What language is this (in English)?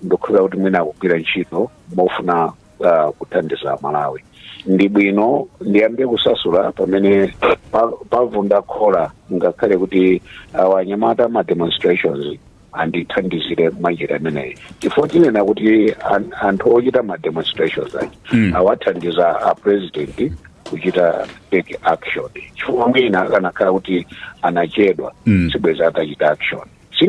Nyanja